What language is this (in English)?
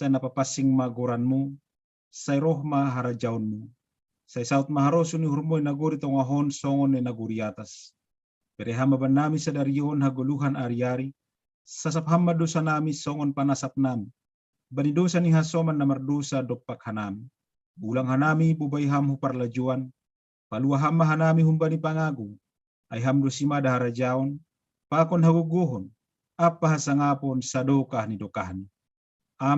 Batak Simalungun